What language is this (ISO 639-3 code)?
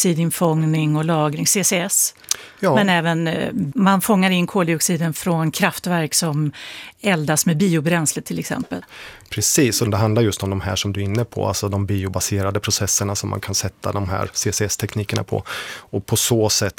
swe